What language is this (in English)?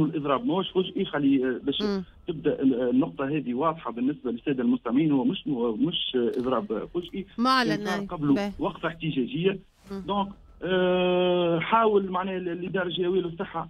Tunisian Arabic